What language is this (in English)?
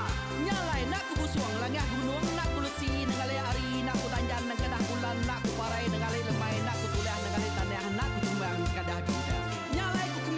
Iban